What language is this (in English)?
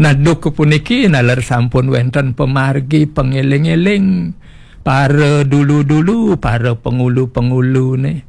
Balinese